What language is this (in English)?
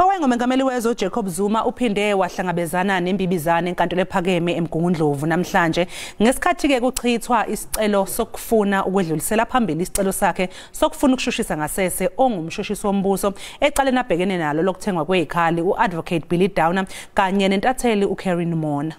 Zulu